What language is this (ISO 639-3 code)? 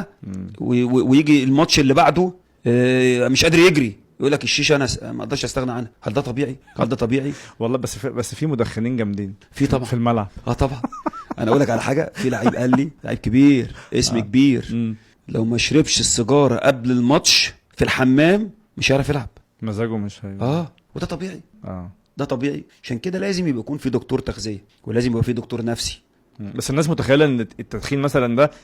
arz